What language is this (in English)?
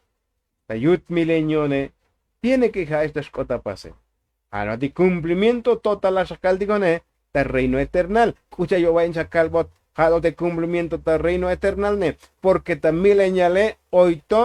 Tzotzil